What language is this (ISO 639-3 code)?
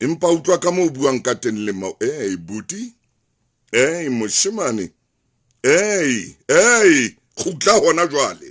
sot